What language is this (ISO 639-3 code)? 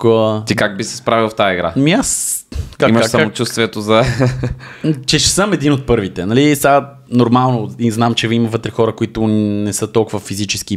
bul